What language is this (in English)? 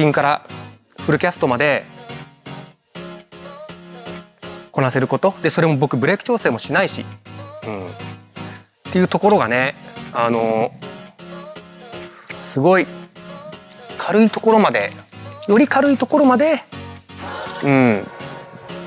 Japanese